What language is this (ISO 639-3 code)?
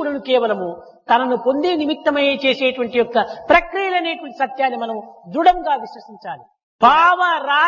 tel